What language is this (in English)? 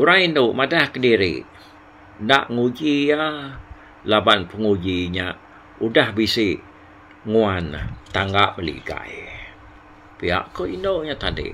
Iban